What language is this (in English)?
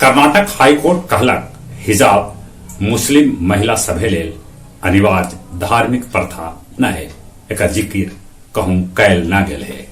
Magahi